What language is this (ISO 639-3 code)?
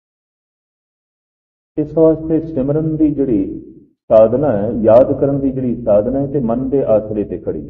pan